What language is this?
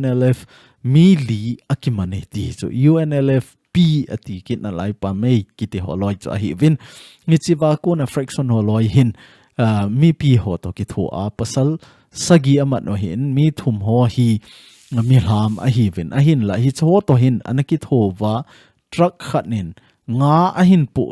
Thado Chin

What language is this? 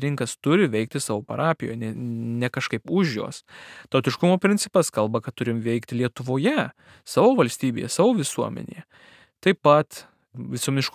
Lithuanian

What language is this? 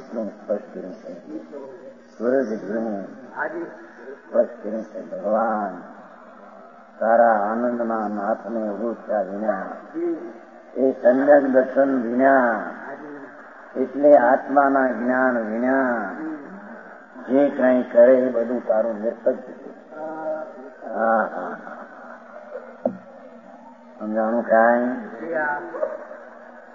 Gujarati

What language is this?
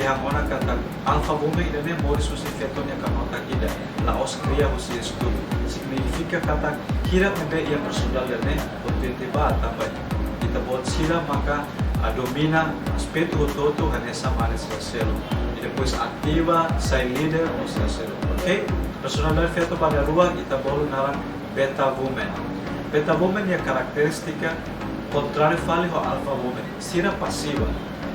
Tetum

